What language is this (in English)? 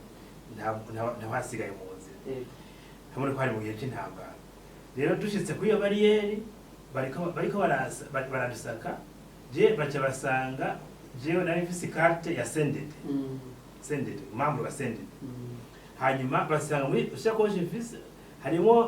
Rundi